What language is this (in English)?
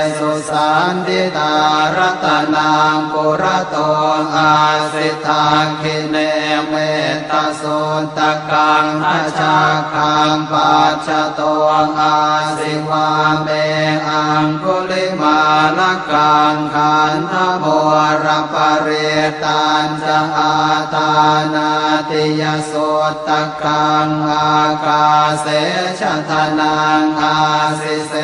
Pali